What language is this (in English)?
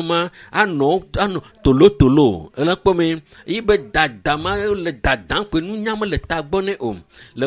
Ewe